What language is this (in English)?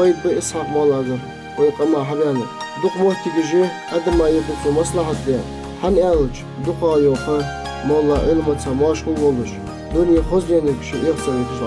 Ingush